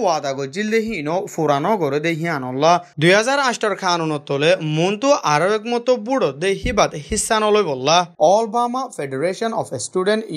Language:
Rohingya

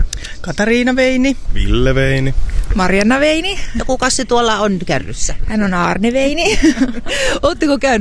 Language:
Finnish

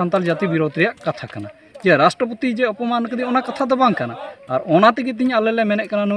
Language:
Santali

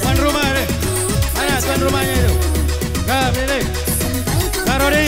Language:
Musi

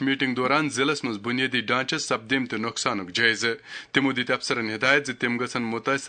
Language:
Kashmiri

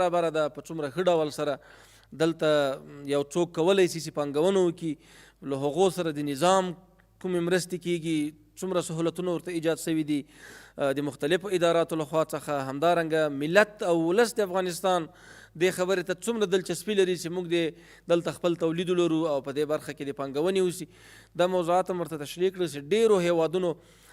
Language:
Pashto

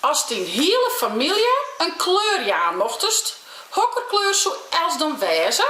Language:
Western Frisian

